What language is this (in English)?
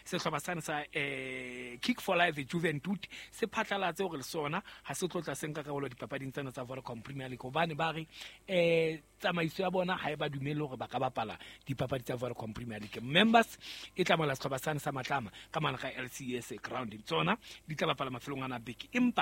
Southern Sotho